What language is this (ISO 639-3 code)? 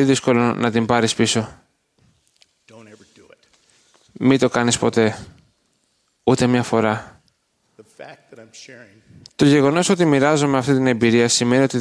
ell